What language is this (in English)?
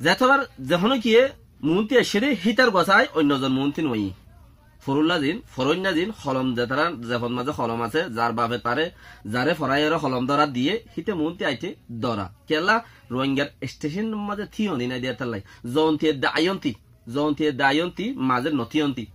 Rohingya